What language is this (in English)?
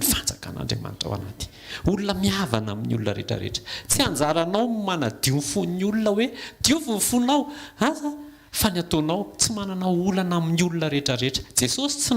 Malagasy